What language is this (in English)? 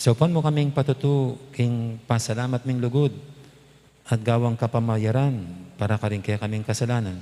Pampanga